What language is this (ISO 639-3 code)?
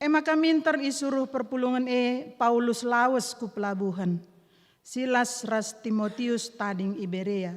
btx